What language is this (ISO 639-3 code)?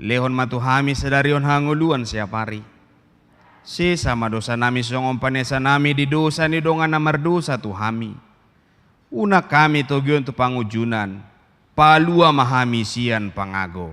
bbc